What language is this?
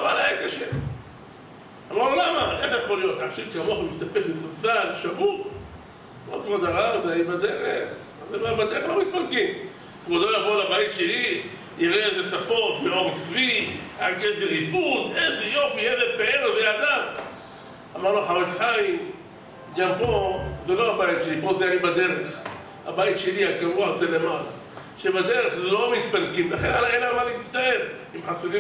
Hebrew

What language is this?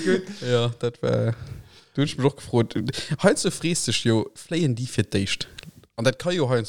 Luxembourgish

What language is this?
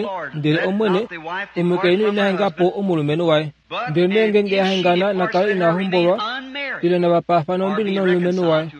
Kuanyama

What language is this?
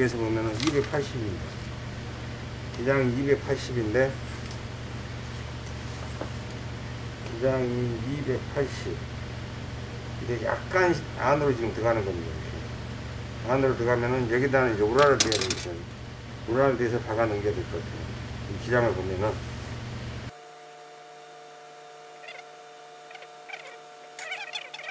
Korean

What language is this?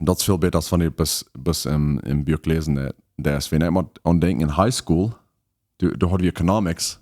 Plautdietsch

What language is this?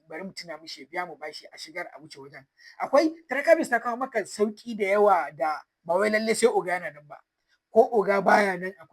Hausa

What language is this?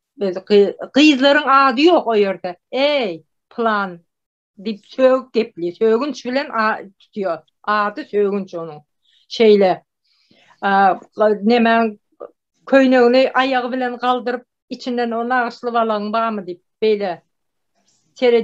Turkmen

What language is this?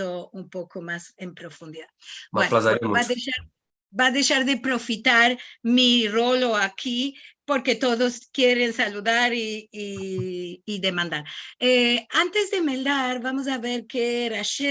Ladino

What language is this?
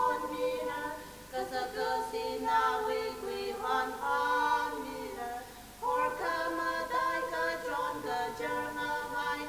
Tangkhul Naga (India)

